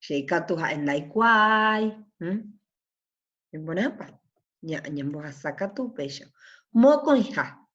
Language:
Guarani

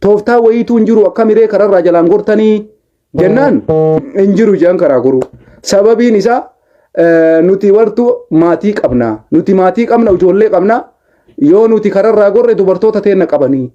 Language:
Oromo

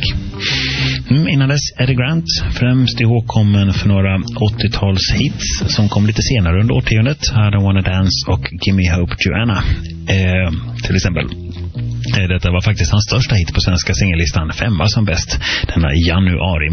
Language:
Swedish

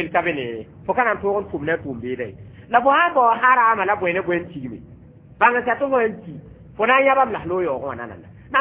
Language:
Mossi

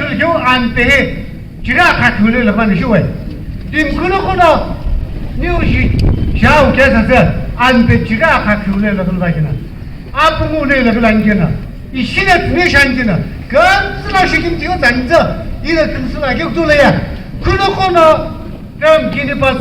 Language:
Naga Pidgin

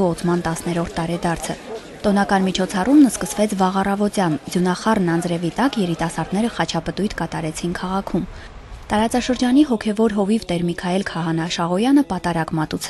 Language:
Armenian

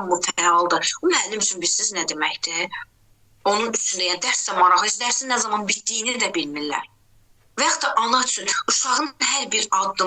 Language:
Azerbaijani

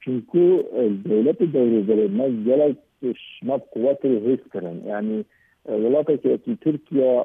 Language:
Kurdish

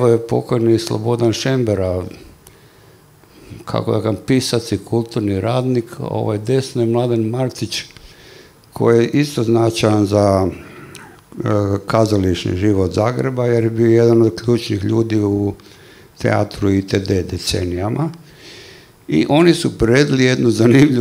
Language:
Croatian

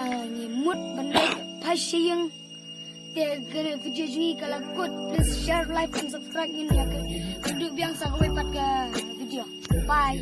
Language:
Khasi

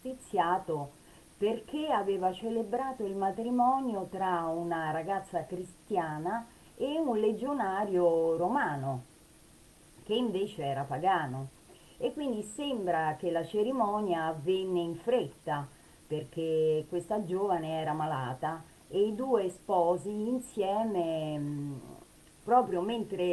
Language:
Italian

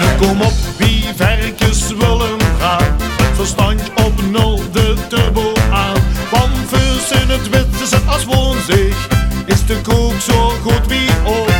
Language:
Limburgish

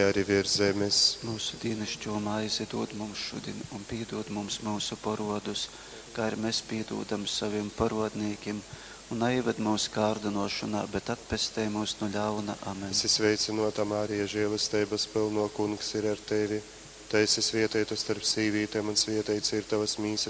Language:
Latgalian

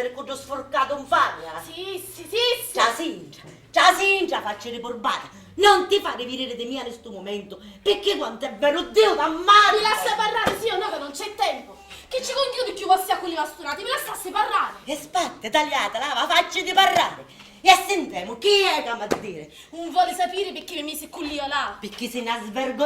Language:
Sicilian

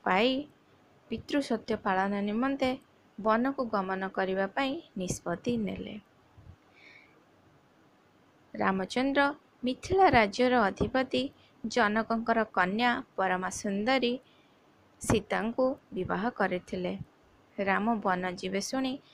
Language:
Odia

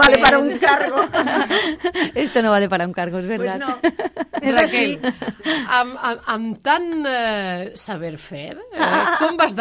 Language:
Catalan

